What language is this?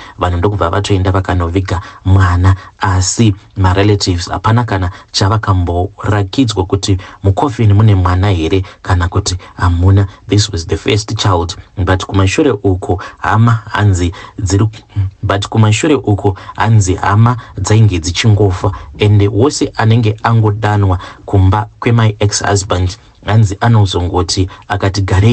Shona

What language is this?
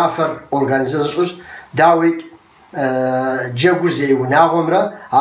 Kabardian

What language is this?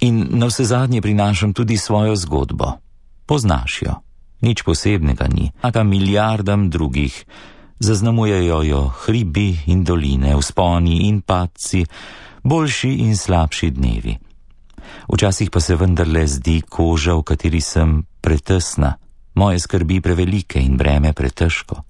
Slovenian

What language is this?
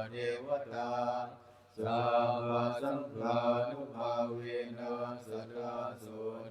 Northeastern Thai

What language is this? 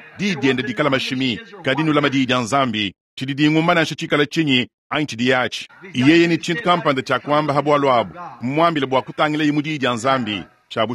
Luba-Lulua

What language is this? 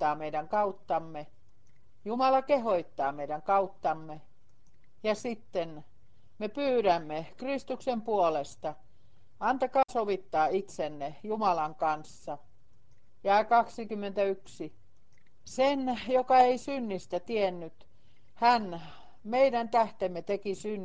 Finnish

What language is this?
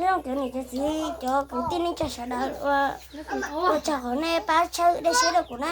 Hmong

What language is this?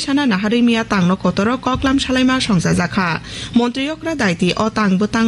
Kok Borok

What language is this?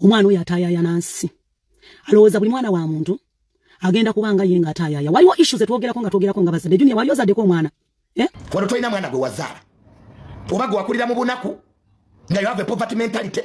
Ganda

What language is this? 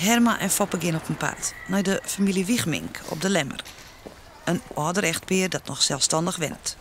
Western Frisian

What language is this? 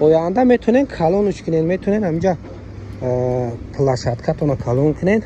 Tajik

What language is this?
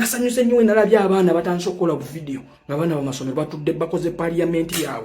Ganda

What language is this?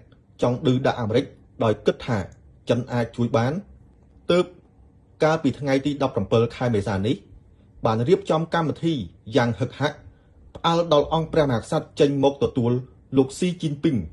Khmer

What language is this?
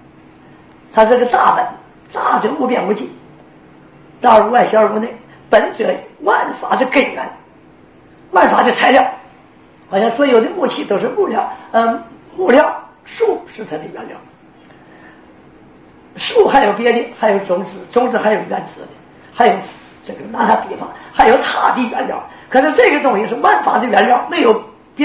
Chinese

